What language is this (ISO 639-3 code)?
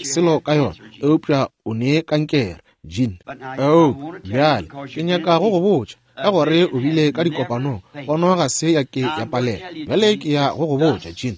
nso